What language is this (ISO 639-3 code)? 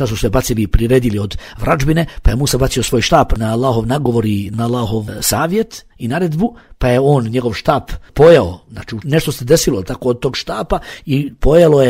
bos